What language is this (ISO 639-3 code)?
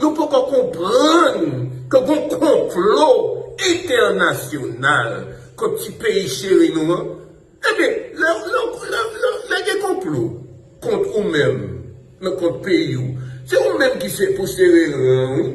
hat